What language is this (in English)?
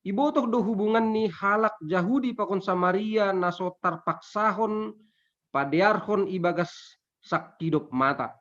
Batak Simalungun